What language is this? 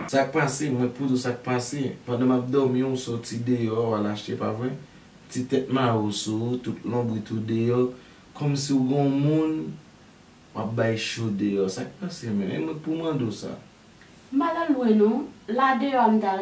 Haitian Creole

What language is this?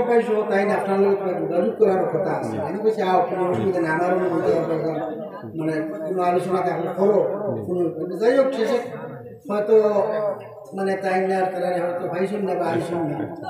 Sylheti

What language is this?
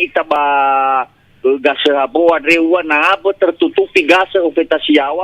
Nias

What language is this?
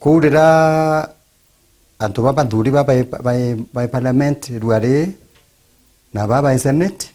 Meru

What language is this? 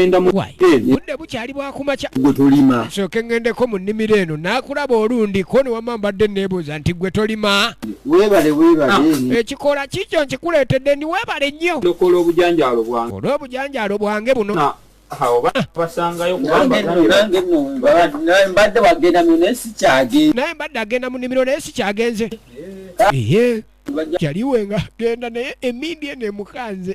Ganda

